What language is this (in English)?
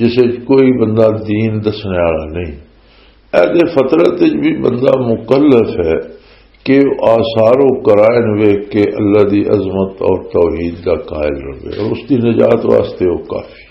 Western Panjabi